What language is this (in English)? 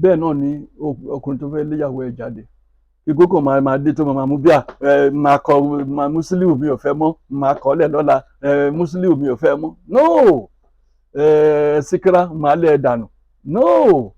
Yoruba